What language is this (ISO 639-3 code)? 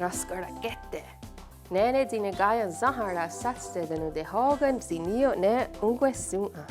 moh